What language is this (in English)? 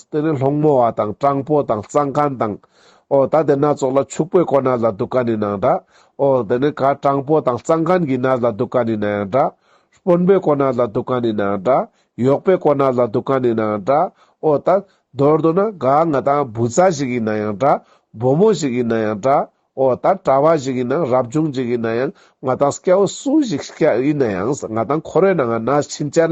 Ladakhi